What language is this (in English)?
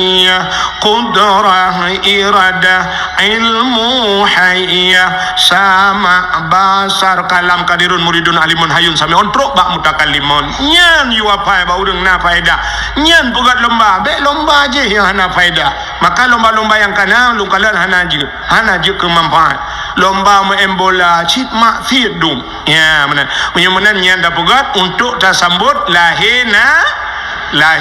Achinese